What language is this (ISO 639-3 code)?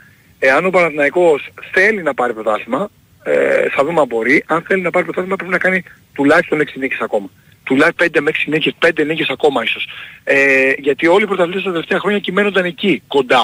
ell